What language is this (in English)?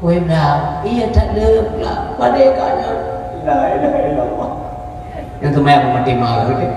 Achinese